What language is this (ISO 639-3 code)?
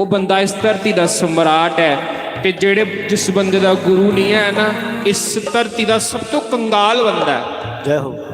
doi